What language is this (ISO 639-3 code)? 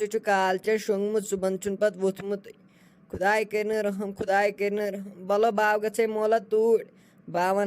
kas